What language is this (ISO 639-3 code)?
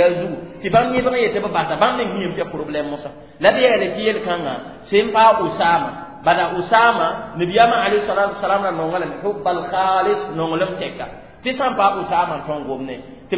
mos